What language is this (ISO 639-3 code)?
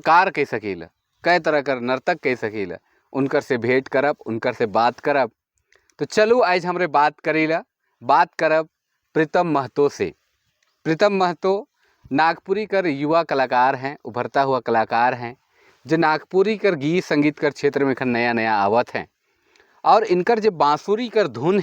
sck